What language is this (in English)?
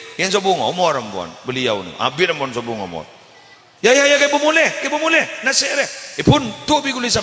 Madurese